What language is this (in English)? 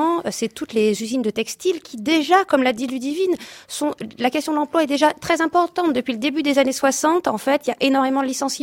French